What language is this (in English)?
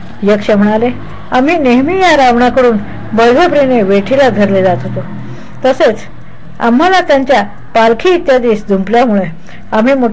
Marathi